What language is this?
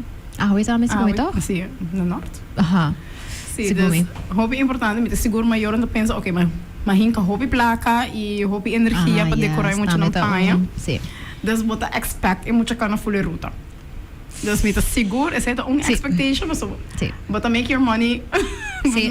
Papiamento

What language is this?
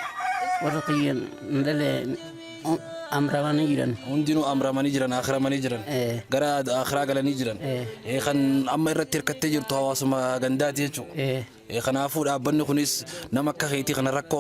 Oromo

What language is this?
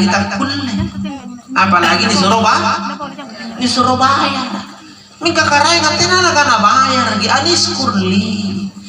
Makasar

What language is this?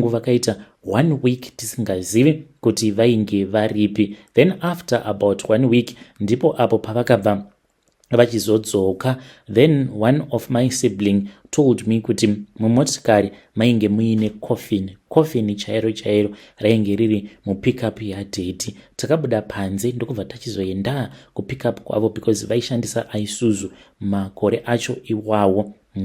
Shona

